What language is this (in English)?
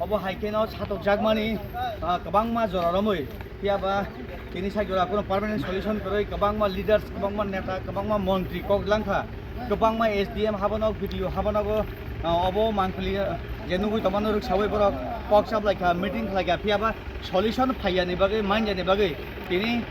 Kok Borok